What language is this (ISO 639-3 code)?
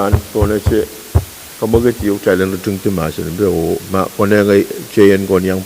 pon